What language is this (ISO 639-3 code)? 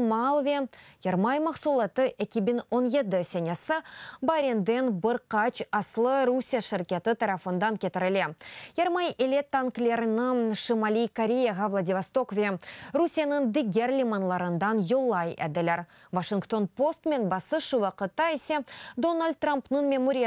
crh